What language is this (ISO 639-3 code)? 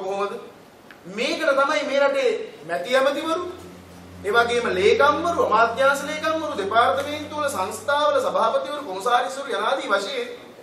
sin